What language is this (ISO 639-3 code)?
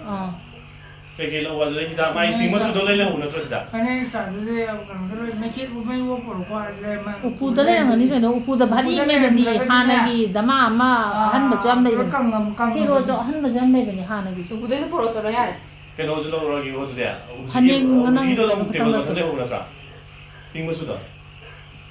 mni